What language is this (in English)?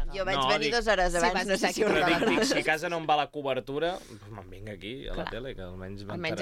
Catalan